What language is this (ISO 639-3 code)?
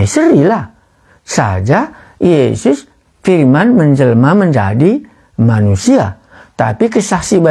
btx